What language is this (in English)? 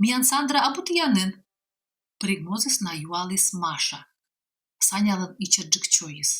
Komi